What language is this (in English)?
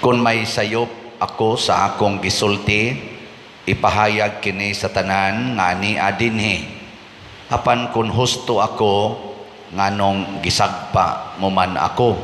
Cebuano